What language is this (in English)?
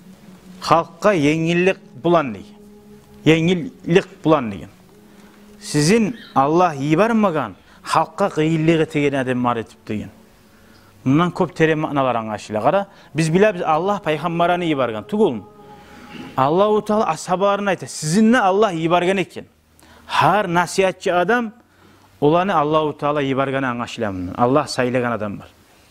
Kumyk